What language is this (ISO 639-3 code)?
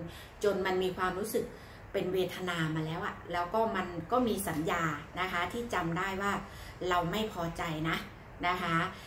tha